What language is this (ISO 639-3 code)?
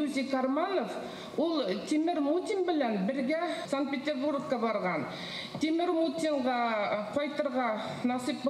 bak